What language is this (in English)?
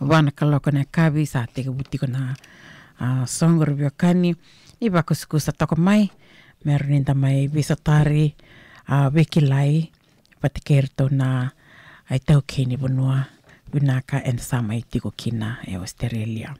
Fijian